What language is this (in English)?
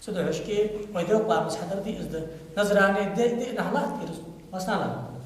Ingush